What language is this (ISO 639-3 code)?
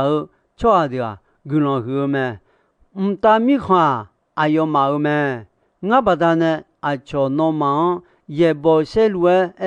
ahk